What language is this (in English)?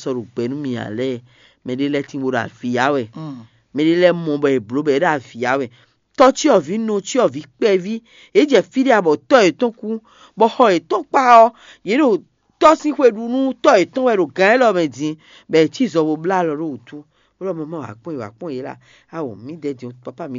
Fon